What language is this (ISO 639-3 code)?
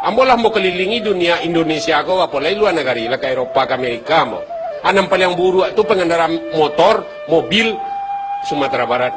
min